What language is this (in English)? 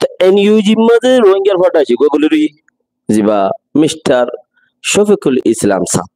Rohingya